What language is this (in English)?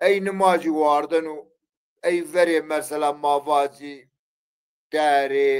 Zaza